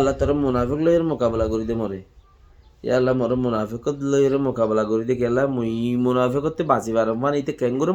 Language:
Rohingya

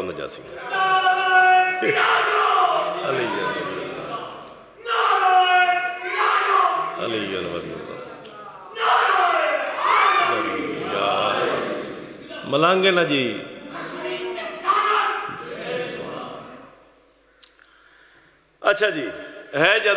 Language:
Western Panjabi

